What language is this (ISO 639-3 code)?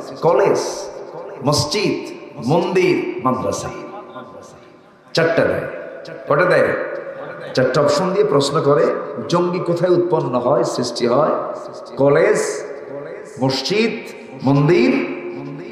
ben